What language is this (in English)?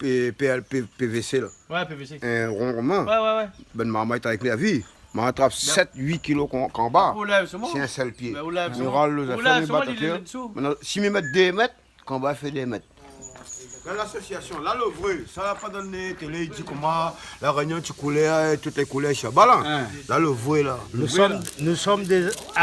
Réunion Creole French